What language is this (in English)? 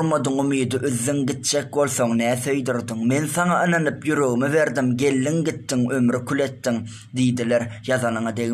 Turkmen